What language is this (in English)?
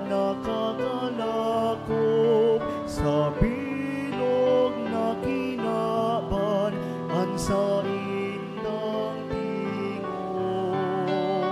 Bikol